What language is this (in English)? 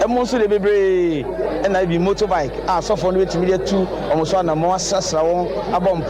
Akan